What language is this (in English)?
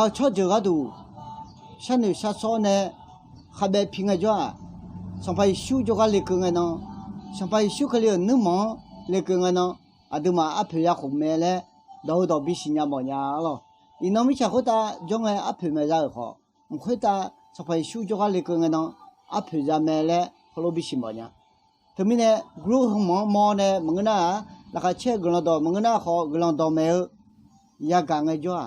Akha